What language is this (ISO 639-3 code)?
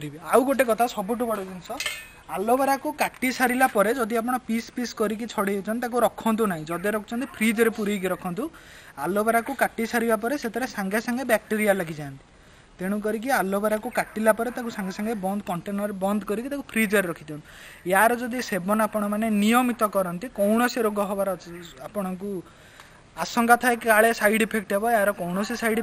ori